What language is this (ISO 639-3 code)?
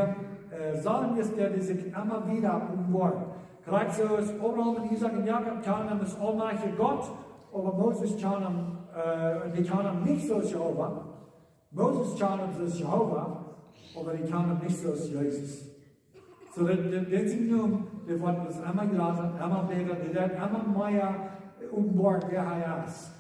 pdt